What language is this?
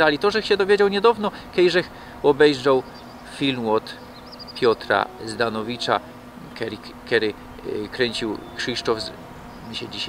Silesian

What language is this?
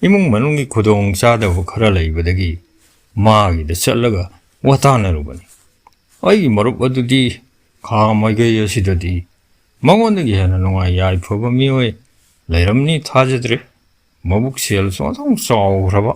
Manipuri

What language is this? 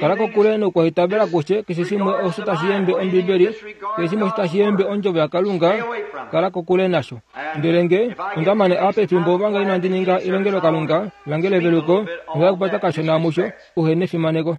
Kuanyama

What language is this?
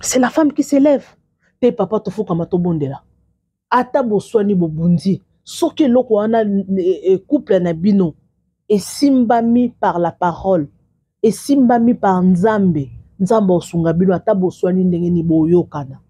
Lingala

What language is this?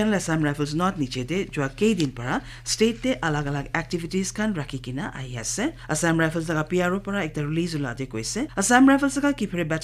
Naga Pidgin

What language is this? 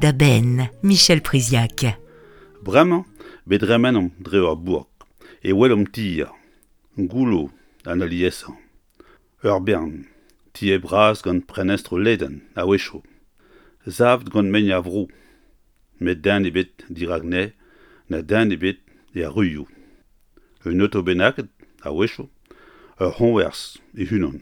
Breton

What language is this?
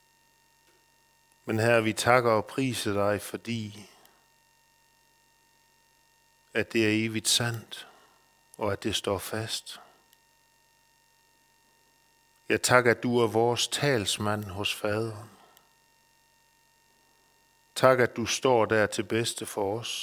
Danish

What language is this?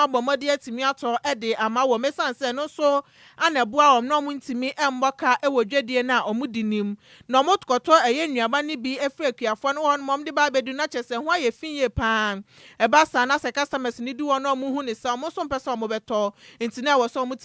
Akan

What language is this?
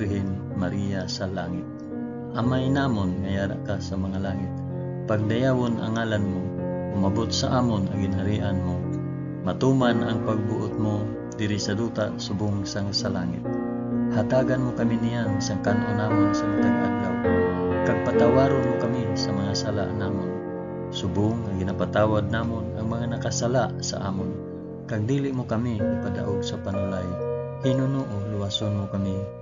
Hiligaynon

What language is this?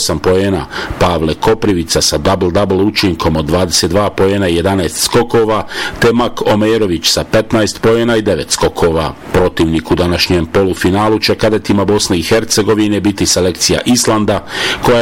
Bosnian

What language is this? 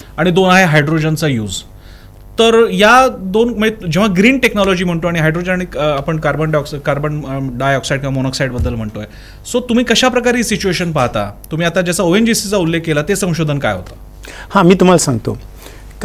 Marathi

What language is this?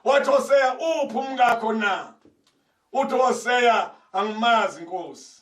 Zulu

